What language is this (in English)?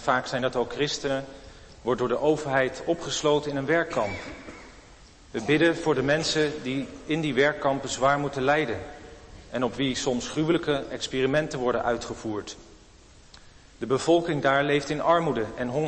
Dutch